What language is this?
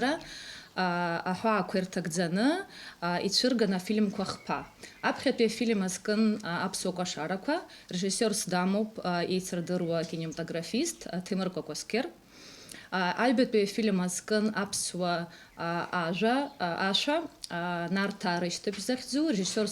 Abkhazian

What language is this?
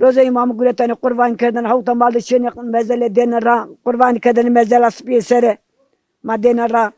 Zaza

